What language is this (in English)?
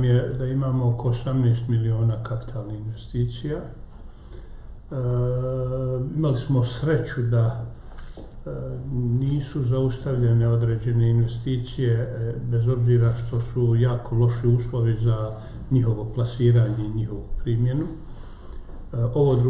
Bosnian